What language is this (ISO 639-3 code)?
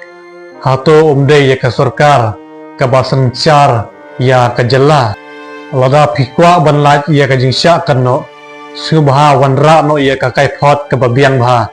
kha